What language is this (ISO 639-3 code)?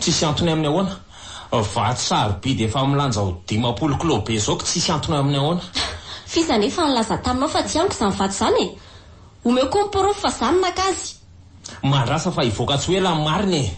mlg